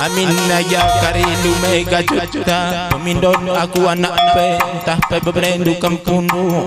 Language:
Batak Karo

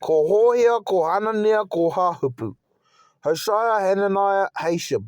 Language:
Māori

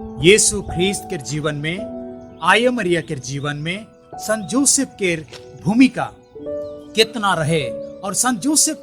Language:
Sadri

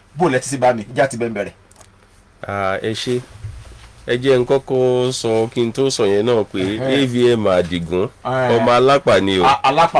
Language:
Yoruba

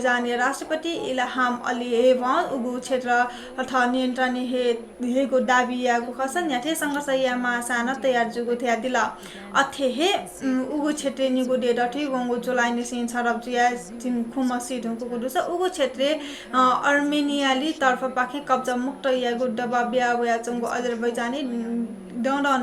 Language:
Newari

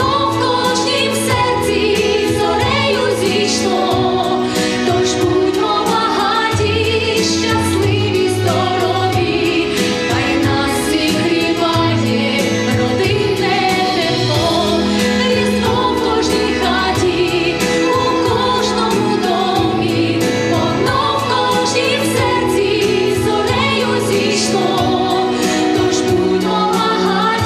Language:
Ukrainian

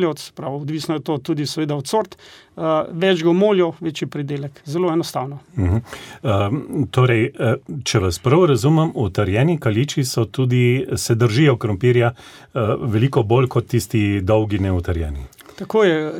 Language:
Slovenian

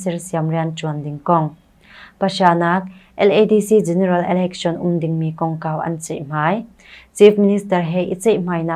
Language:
Hakha Chin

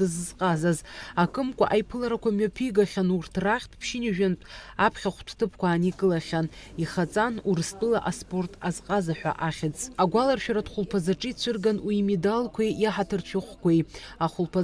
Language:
Abkhazian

